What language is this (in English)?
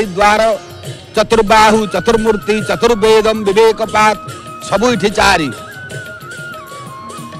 Odia